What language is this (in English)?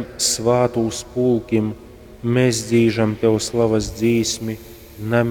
Latgalian